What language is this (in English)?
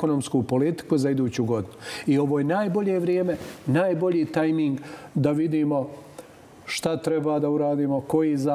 Bosnian